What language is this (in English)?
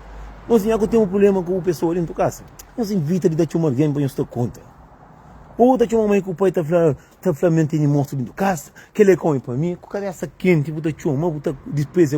Kabuverdianu